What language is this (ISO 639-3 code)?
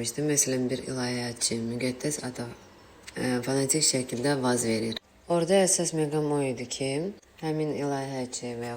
aze